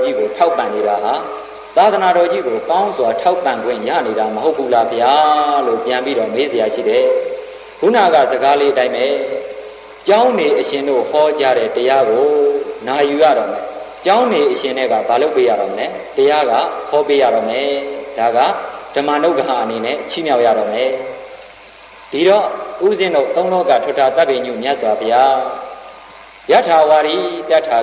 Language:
Burmese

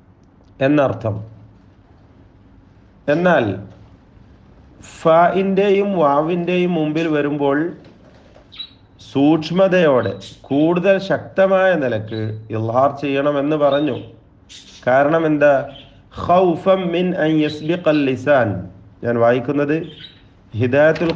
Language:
Malayalam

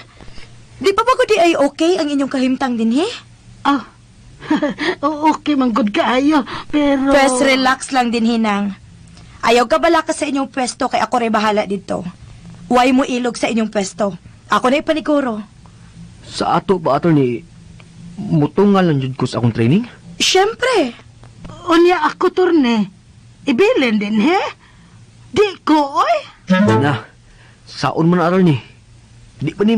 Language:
Cebuano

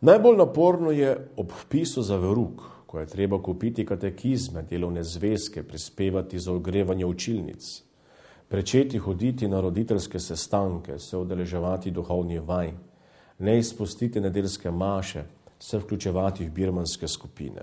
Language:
Slovenian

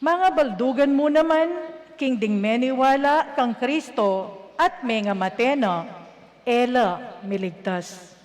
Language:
Pampanga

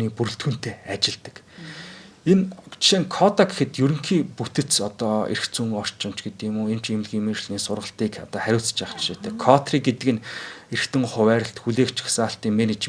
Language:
Mongolian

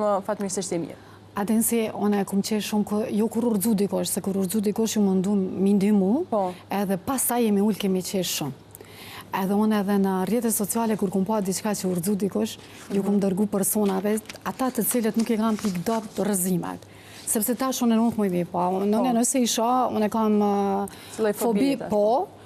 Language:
Albanian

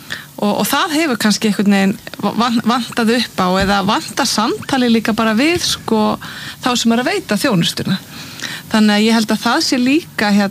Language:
Icelandic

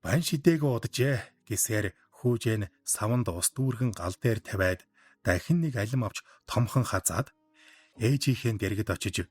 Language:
Mongolian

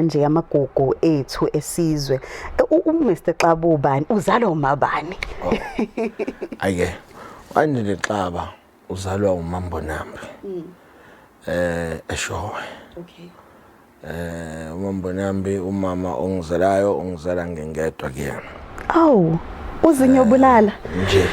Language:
Zulu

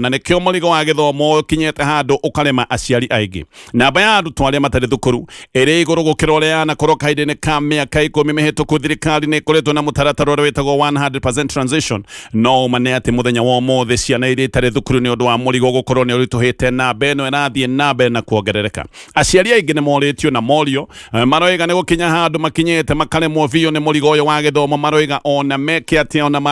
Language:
Kikuyu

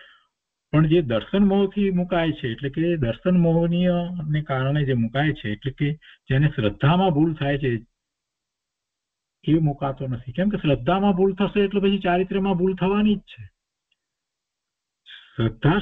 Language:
Gujarati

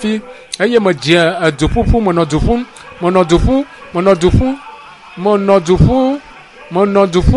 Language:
Ewe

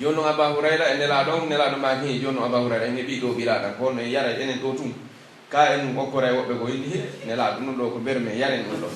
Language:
Pular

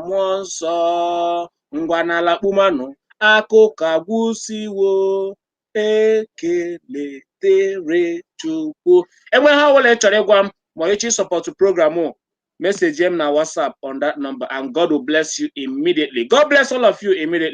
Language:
Igbo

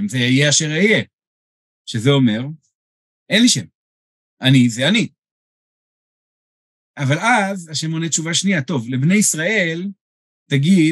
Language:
Hebrew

